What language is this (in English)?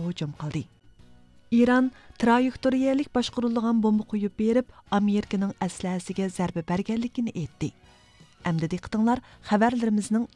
Uyghur